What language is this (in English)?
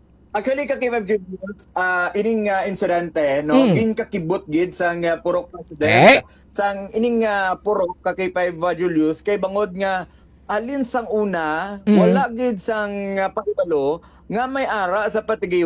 Hiligaynon